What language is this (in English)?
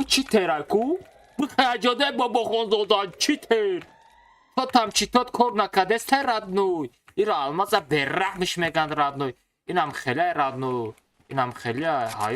Tajik